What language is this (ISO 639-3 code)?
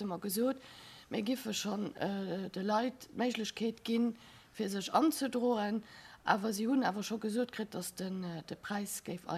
ltz